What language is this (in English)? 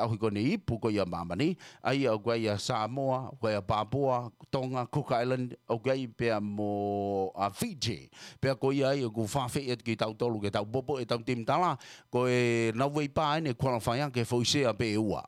Tongan